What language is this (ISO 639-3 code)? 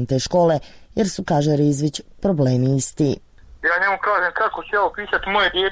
bos